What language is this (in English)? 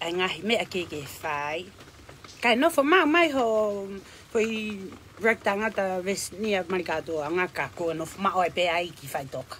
Tongan